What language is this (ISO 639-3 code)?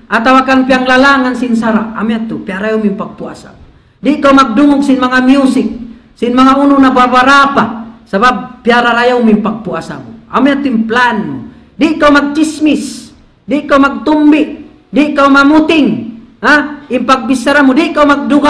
tsg